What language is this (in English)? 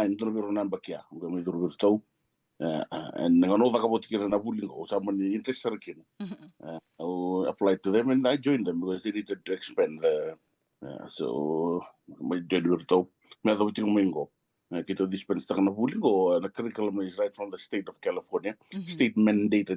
Fijian